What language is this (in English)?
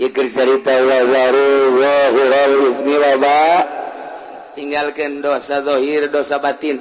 Sundanese